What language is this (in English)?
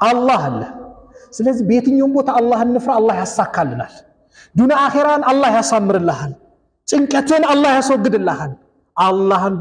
Amharic